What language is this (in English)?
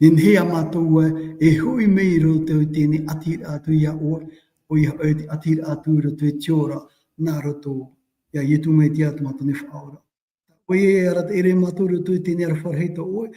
Tahitian